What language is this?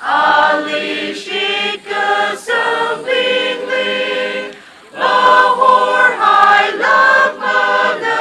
Tangkhul Naga (India)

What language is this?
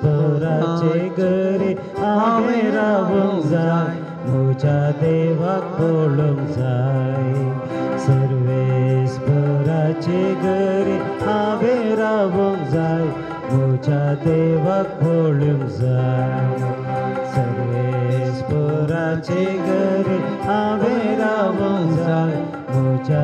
Konkani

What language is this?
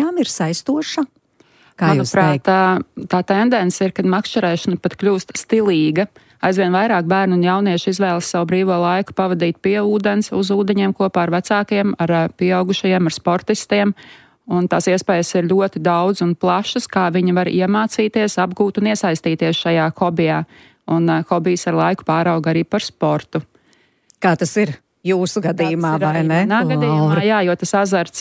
Latvian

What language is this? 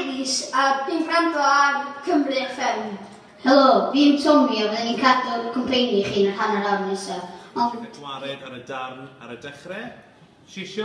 Welsh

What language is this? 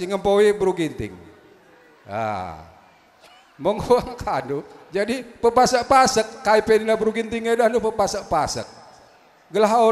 Batak Karo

